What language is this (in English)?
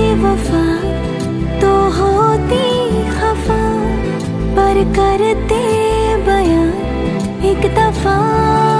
Hindi